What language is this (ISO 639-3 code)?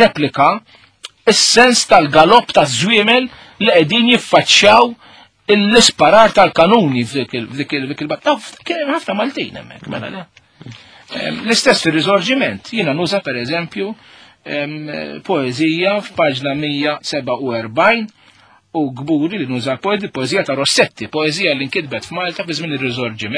mlt